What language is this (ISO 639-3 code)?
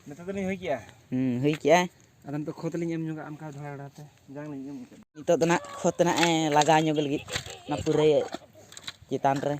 sat